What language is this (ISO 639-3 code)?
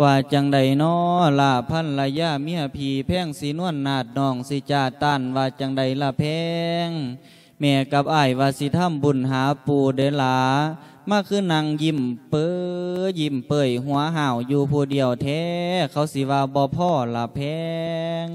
lao